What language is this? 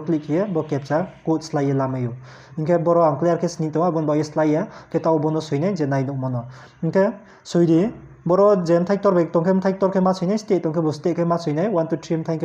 Riang (India)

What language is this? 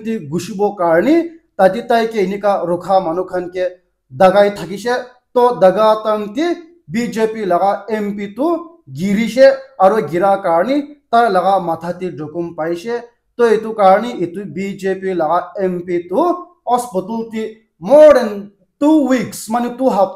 Naga Pidgin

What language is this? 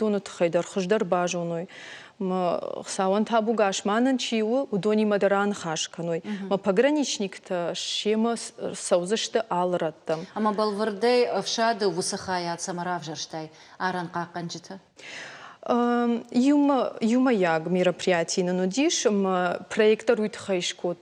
Ossetic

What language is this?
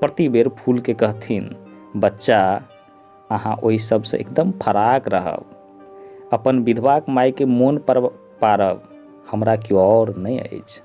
Maithili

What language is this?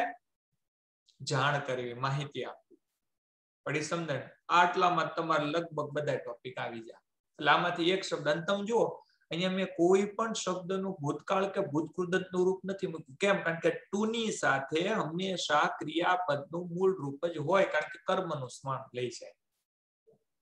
Gujarati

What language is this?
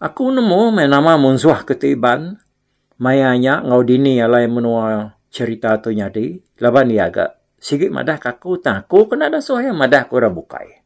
Iban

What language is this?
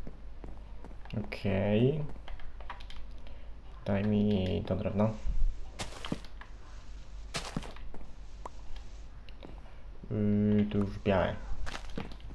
Polish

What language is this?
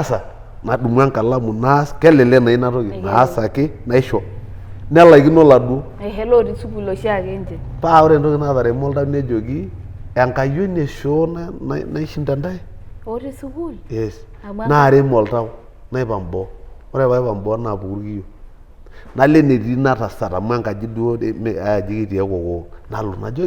Masai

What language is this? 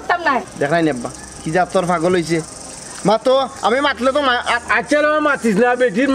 Sylheti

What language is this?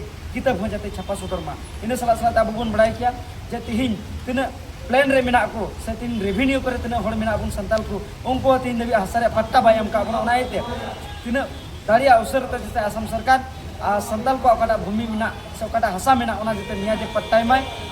Santali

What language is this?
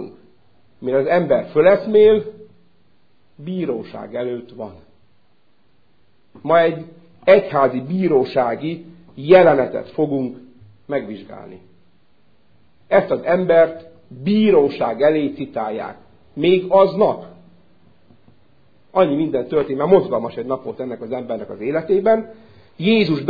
Hungarian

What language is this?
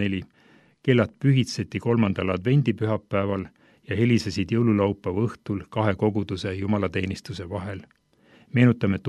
Estonian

